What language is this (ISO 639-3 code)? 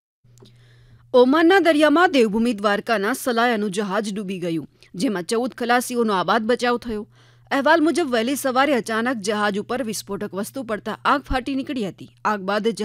guj